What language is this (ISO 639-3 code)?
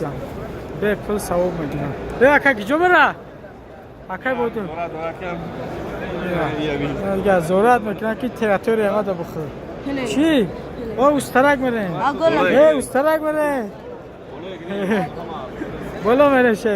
tgk